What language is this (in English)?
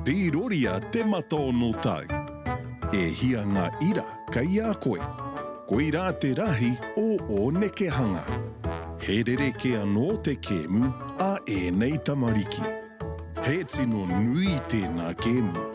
Māori